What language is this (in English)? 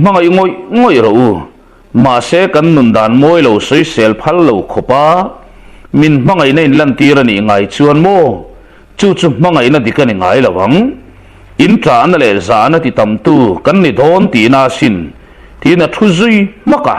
Mizo